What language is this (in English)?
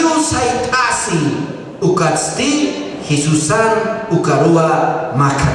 Aymara